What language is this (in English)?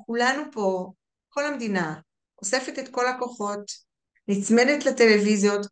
Hebrew